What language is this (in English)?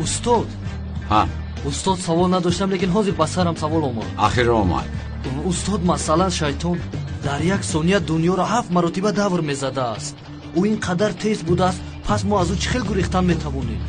Tajik